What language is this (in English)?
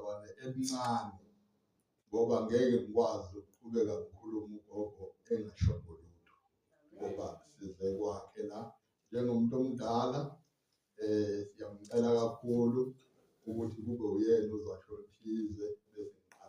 Zulu